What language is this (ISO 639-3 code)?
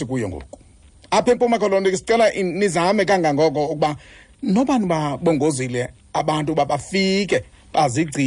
xho